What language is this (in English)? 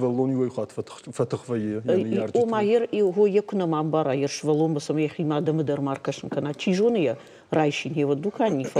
Ossetic